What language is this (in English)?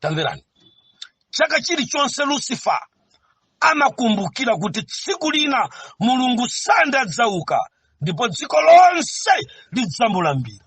Nyanja